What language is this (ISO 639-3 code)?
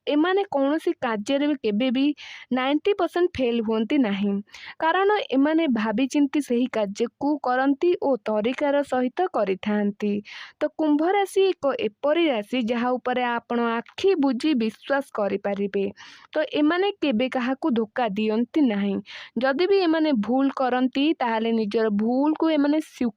ori